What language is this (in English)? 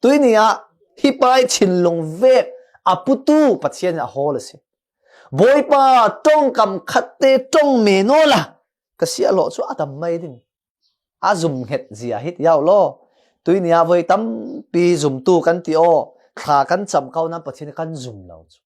Falam Chin